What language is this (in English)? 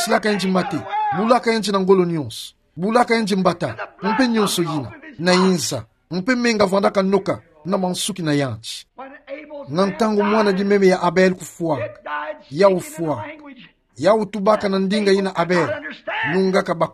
Kituba (Democratic Republic of Congo)